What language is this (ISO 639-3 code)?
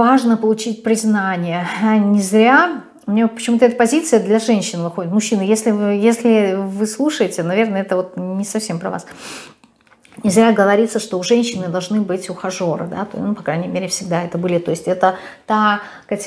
rus